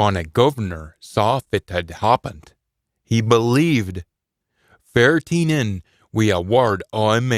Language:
Scots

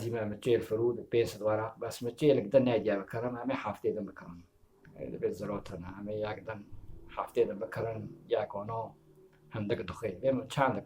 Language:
Kurdish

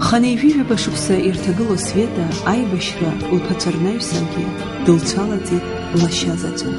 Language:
Abkhazian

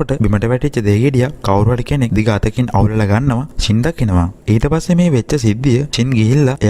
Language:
Sinhala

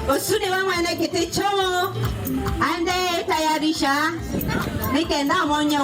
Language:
Kamba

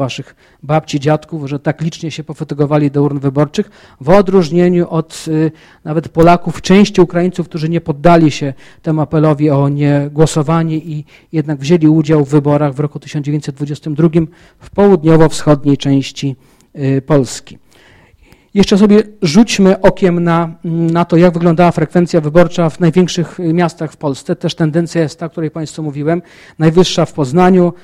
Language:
Polish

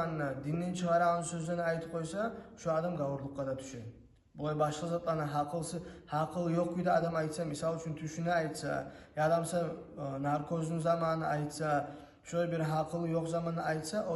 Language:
Kumyk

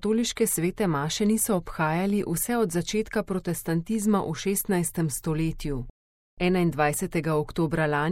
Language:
Slovenian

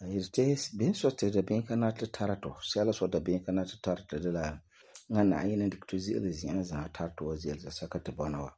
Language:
Frafra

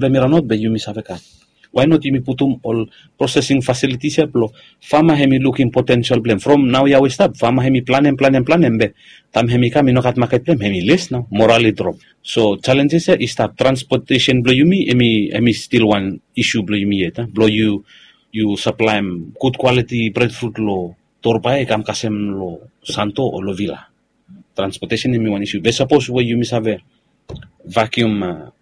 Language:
Bislama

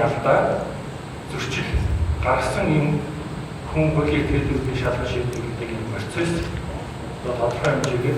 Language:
Mongolian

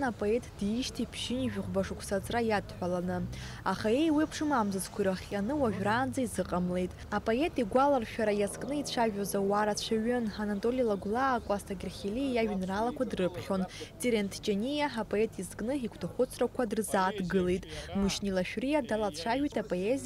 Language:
Abkhazian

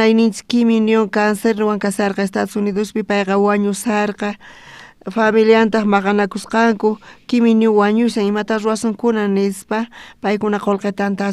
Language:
South Bolivian Quechua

